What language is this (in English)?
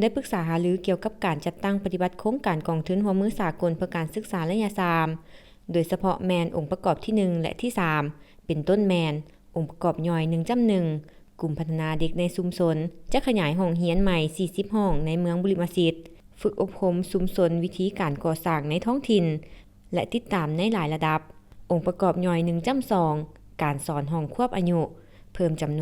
Lao